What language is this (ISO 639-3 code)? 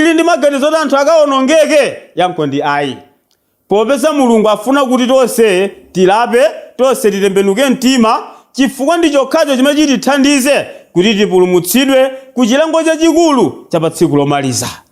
nya